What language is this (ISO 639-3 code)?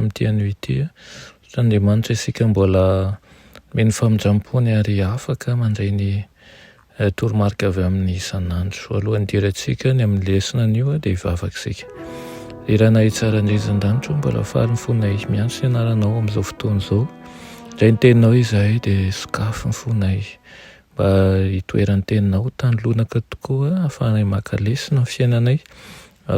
mlg